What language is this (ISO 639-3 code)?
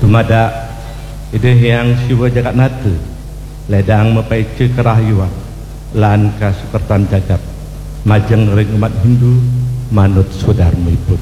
ban